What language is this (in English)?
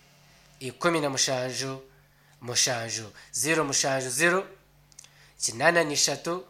Nyankole